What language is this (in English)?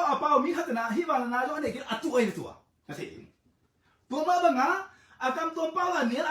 Tedim Chin